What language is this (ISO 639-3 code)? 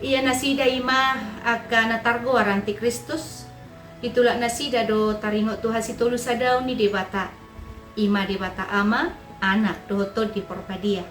bbc